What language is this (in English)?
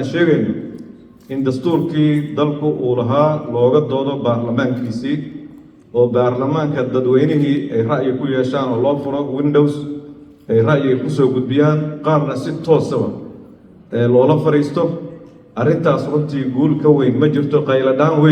Somali